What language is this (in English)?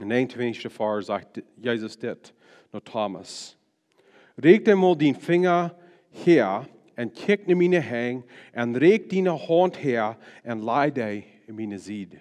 Plautdietsch